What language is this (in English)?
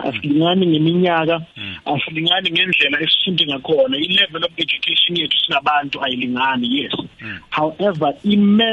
South Ndebele